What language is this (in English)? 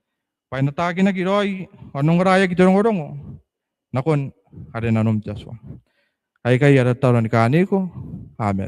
Gilbertese